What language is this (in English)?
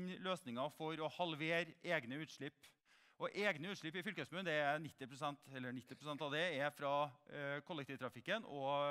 Norwegian